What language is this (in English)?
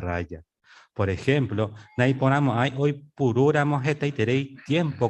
Guarani